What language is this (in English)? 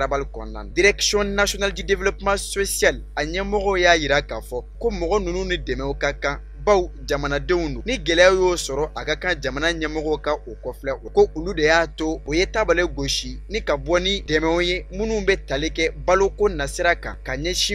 Bambara